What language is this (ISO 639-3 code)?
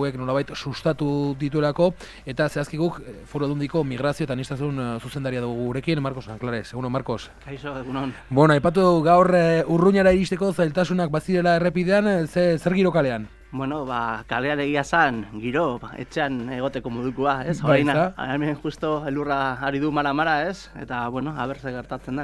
eus